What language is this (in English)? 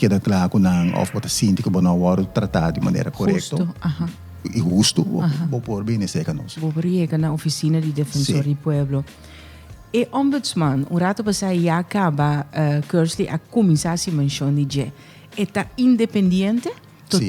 Papiamento